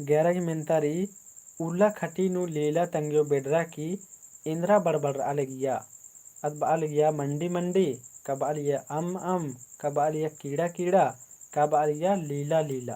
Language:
Kurukh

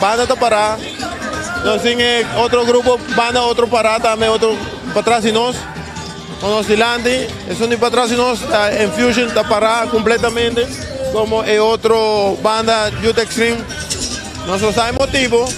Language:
Papiamento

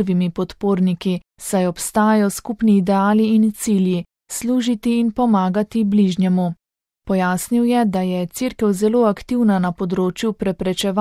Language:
Slovenian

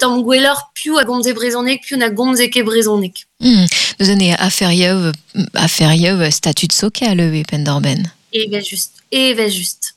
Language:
Breton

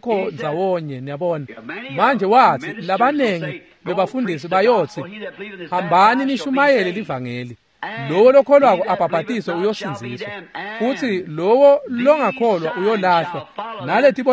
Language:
Swati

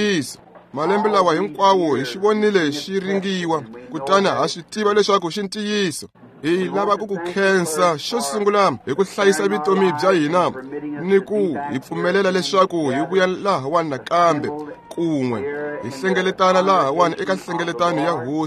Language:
Tsonga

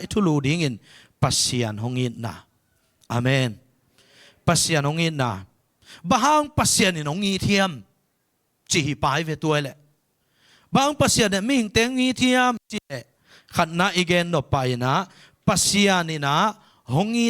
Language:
Tedim Chin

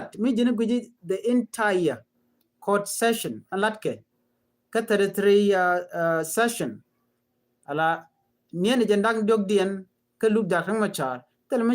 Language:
Nuer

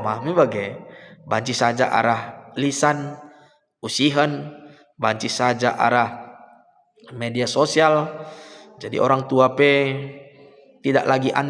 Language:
Batak Karo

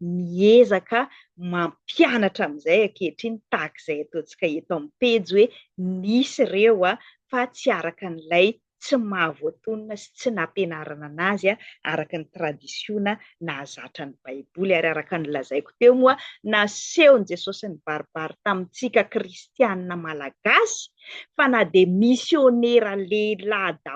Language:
Malagasy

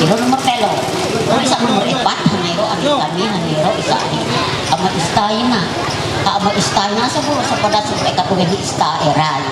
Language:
Ma'anyan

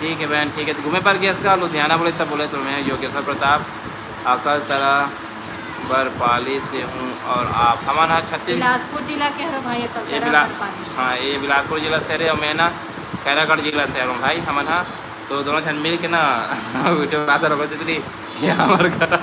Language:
Chhattisgarhi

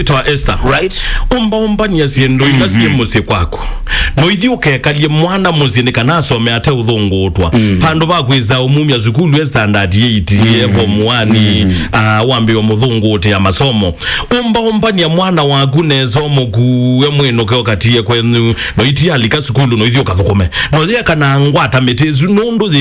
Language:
Kamba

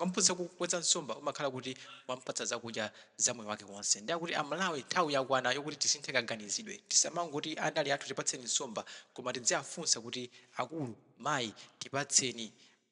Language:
Nyanja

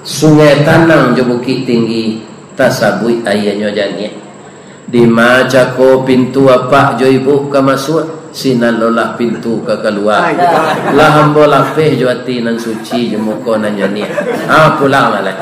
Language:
Minangkabau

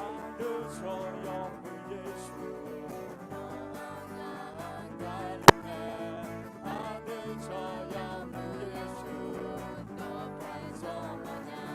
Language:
Akha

